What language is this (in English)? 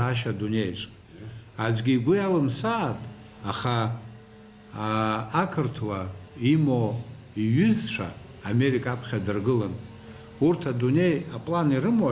Abkhazian